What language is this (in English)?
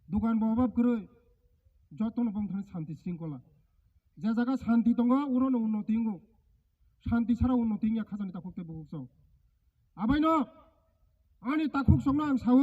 Kok Borok